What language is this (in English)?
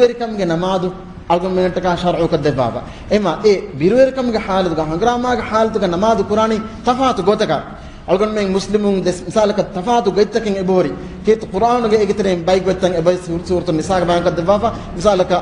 Divehi